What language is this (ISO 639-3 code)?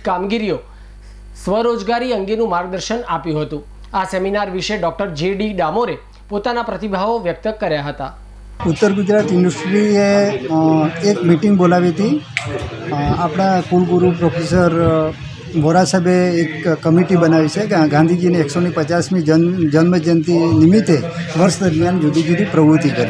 guj